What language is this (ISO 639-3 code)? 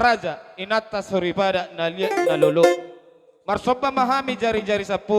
bbc